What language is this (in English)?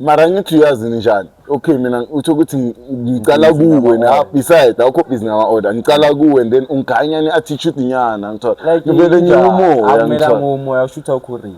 Zulu